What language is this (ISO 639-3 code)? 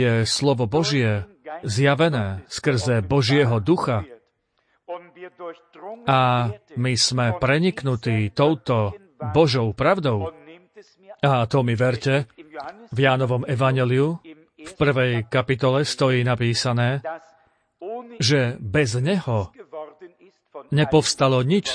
slk